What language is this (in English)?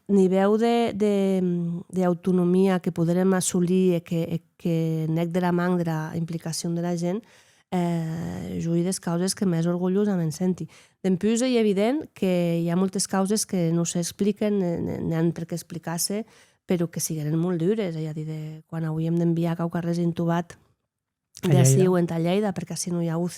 Occitan